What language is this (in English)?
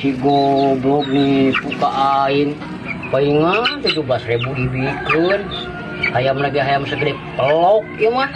Sundanese